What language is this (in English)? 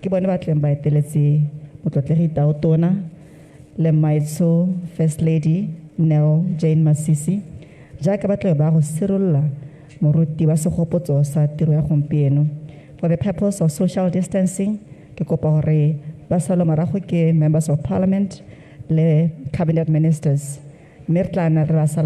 Tswana